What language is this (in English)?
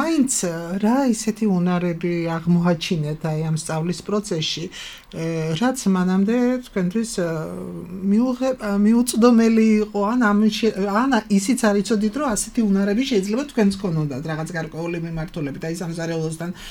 Georgian